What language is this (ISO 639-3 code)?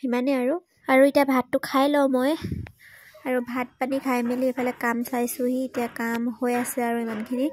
asm